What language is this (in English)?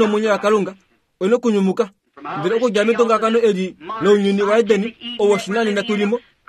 Kuanyama